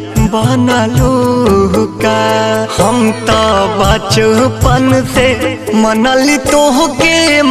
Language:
Bhojpuri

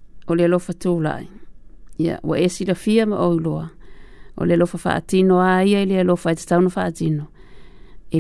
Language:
Samoan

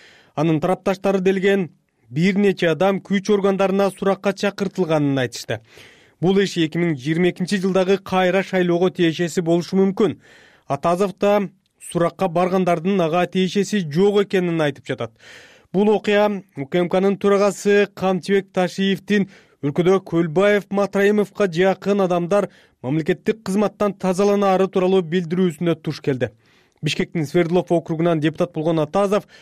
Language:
Kyrgyz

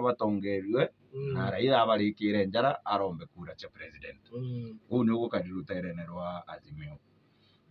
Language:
Meru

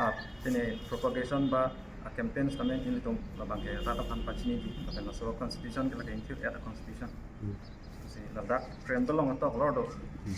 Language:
Karbi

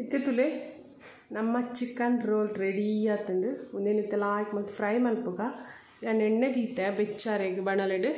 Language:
Tulu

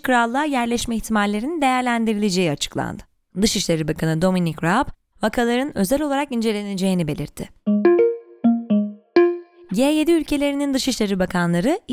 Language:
Turkish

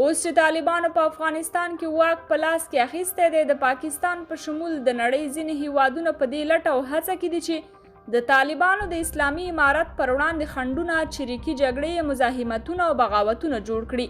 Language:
Pashto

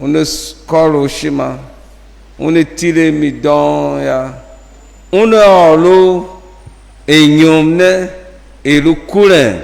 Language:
Tiv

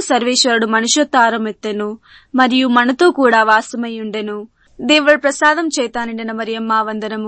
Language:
Telugu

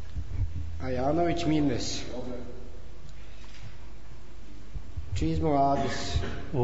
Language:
Bosnian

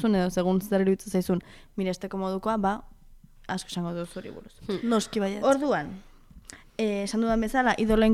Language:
Basque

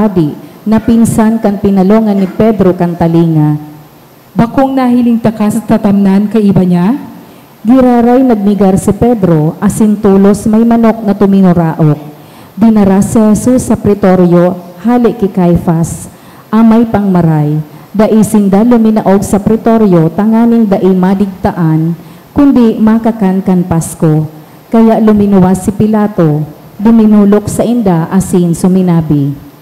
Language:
Bikol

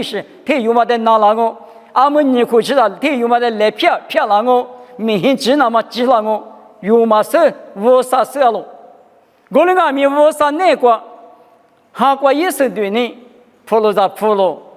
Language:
Lisu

